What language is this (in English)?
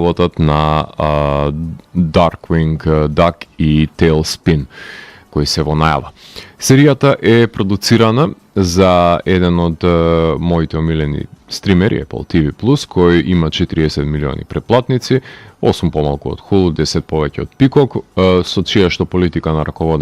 Macedonian